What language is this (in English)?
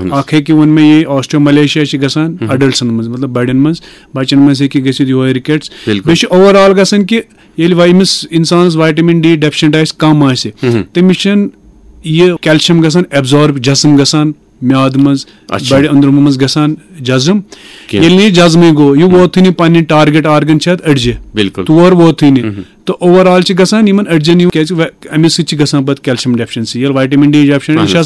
Kashmiri